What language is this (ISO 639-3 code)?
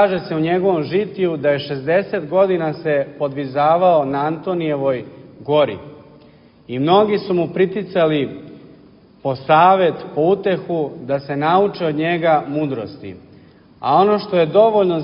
srp